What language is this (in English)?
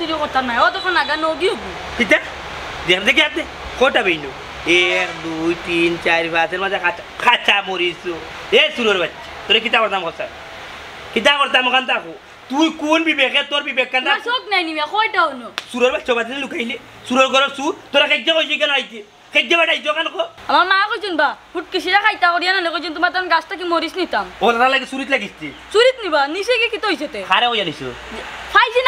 Sylheti